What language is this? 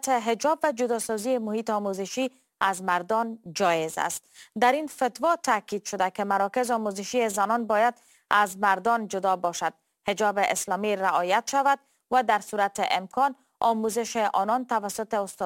Persian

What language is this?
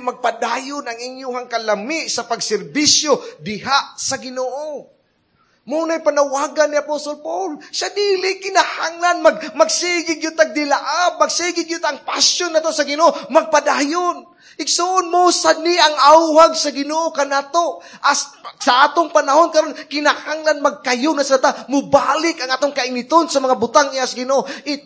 Cebuano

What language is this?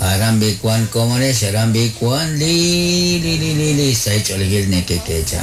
Kekchí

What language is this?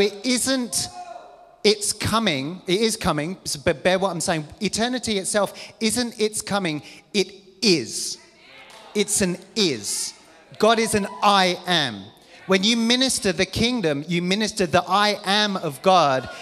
English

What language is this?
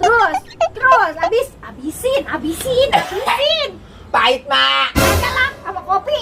Betawi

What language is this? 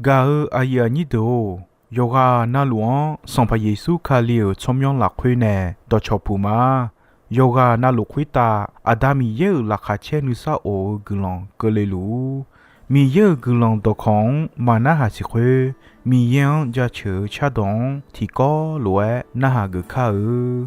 Akha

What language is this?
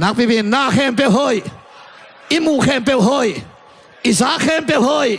Tedim Chin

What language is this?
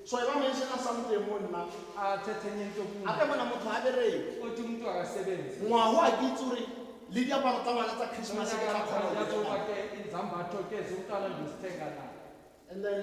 Tswana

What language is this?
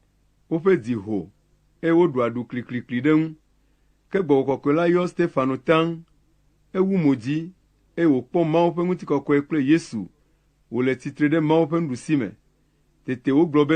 Ewe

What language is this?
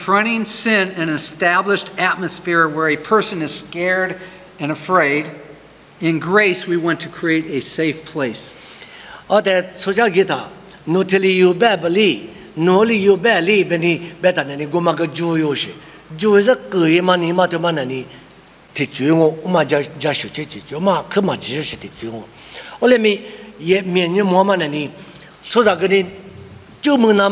Lisu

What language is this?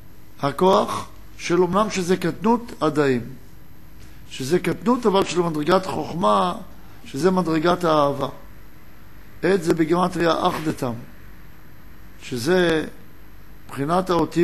Hebrew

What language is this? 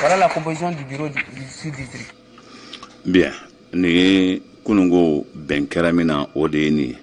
Bambara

